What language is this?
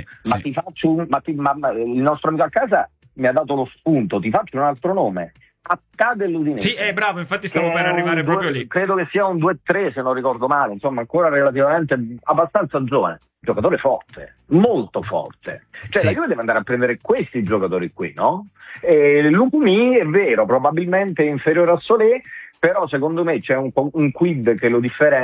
Italian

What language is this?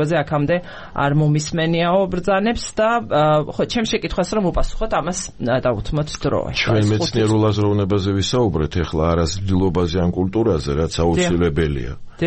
Georgian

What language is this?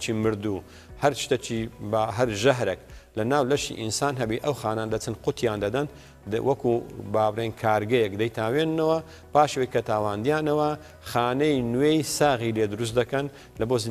Central Kurdish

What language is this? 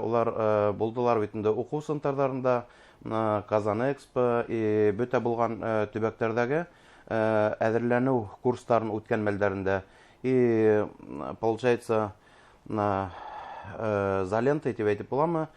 Bashkir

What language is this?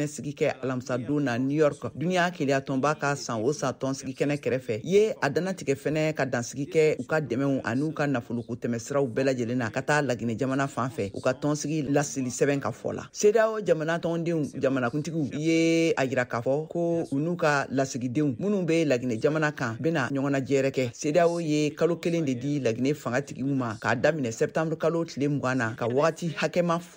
Bambara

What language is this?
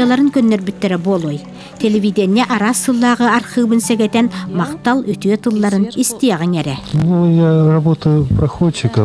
Yakut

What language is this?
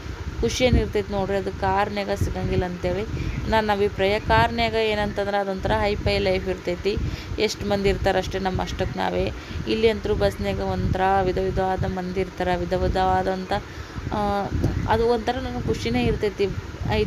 Kannada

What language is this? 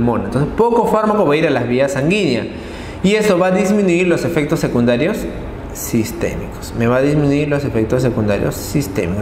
Spanish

